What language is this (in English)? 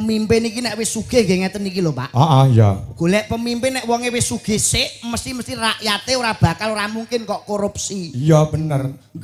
Javanese